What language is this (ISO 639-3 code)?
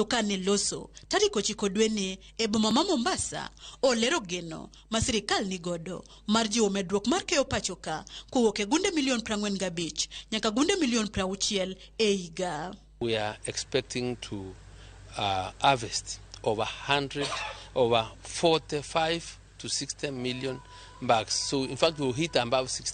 luo